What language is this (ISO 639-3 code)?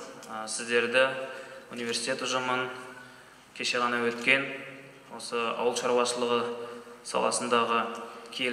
kaz